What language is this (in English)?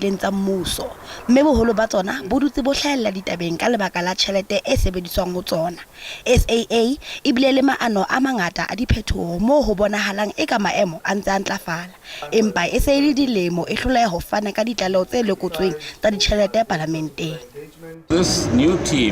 Southern Sotho